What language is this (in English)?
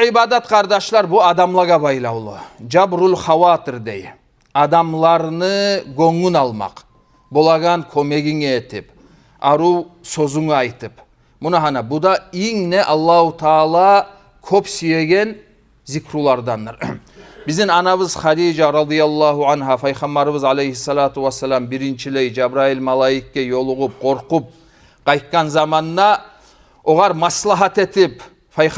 Kumyk